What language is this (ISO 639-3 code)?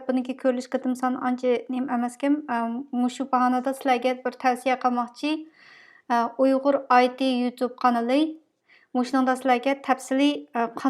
uig